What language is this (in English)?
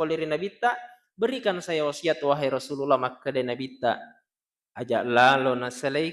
Buginese